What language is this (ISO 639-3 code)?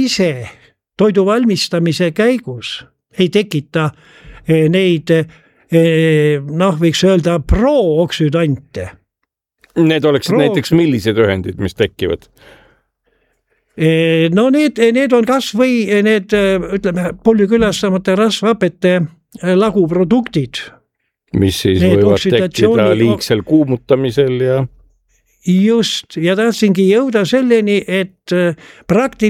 est